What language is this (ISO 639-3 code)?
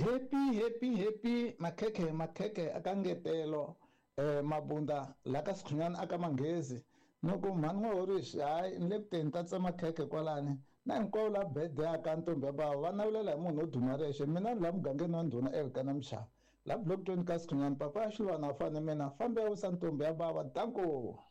tso